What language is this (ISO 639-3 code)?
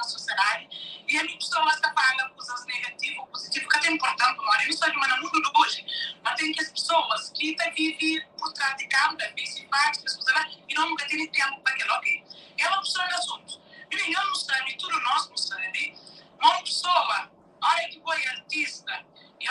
kea